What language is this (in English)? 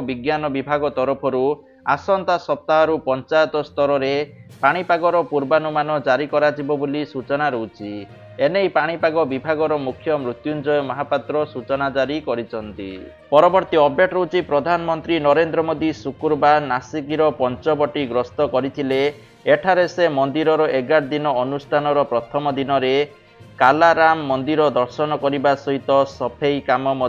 Odia